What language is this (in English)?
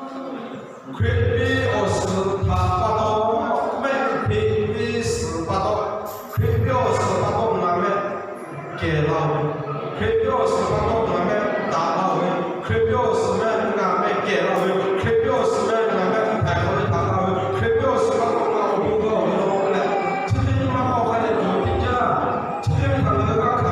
Lahu